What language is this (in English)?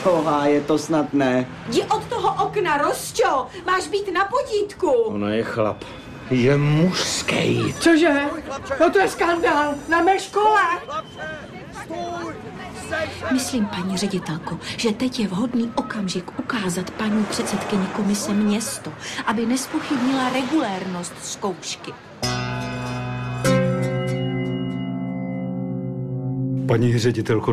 Czech